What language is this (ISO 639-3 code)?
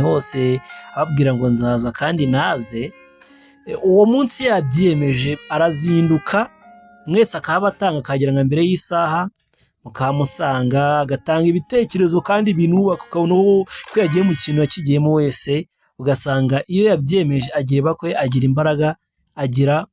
kin